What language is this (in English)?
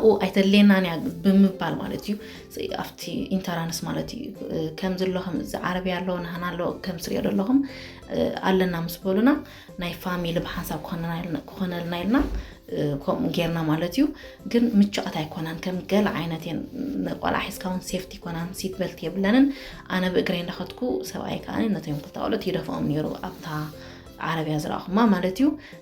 Tigrinya